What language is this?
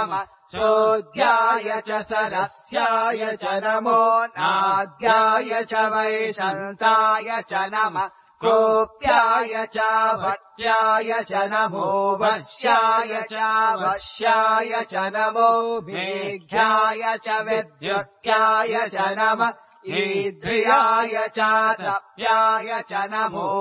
Sanskrit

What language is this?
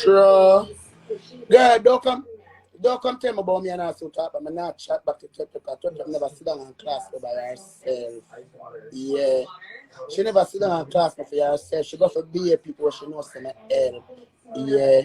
Jamaican Creole English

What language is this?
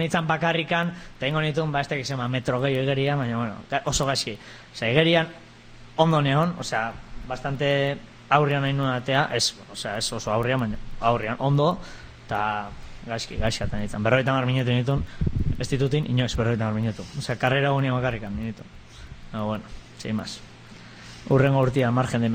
Basque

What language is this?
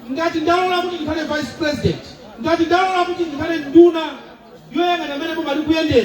Nyanja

